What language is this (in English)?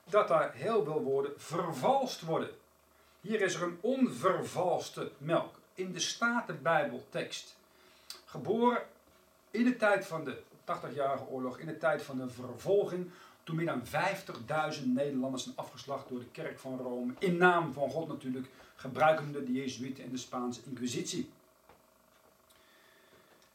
Dutch